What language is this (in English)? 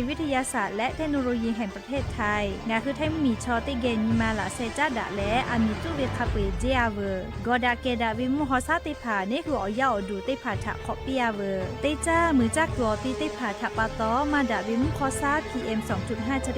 Lahu